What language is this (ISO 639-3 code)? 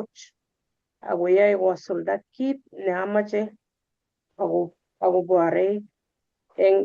kln